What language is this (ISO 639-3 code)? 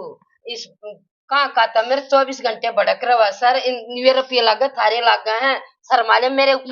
bgc